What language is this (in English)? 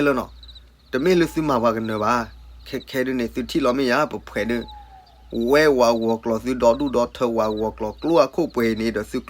S'gaw Karen